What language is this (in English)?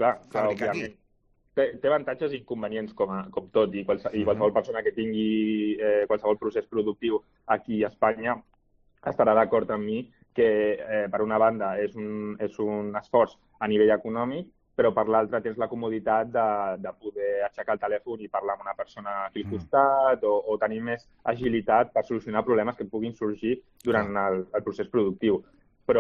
Catalan